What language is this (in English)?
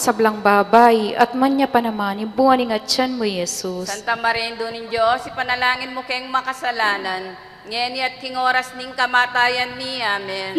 Pampanga